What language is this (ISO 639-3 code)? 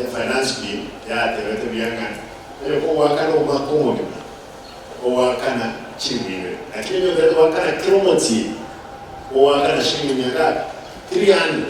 guz